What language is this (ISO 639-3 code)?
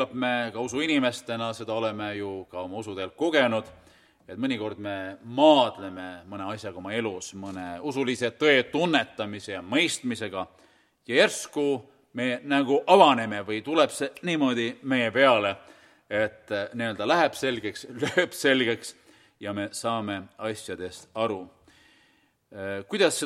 est